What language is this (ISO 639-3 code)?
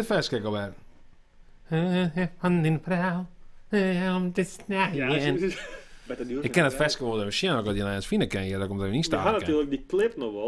fry